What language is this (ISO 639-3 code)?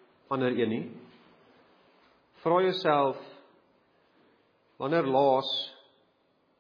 afr